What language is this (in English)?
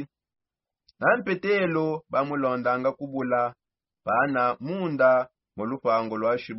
Songe